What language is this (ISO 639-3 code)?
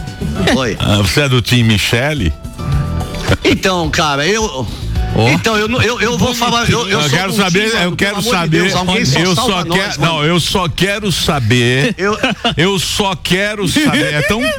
por